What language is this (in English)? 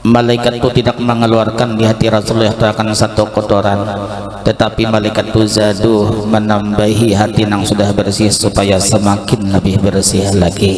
Banjar